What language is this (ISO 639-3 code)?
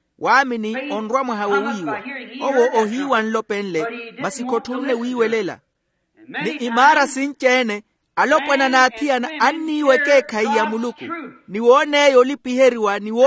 vmw